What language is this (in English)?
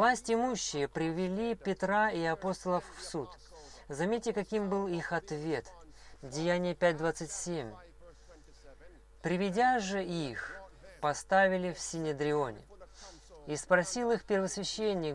Russian